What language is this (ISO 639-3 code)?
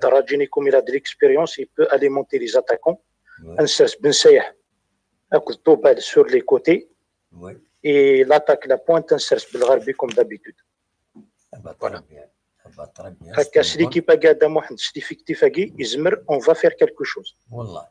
kab